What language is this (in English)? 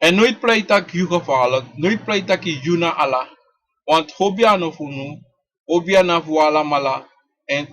Sranan Tongo